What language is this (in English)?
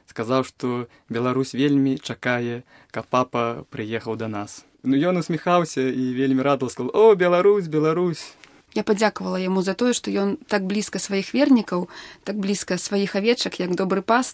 Belarusian